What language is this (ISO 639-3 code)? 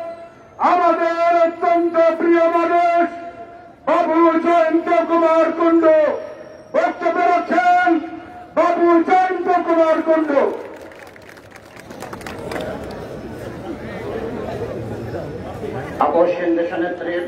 ben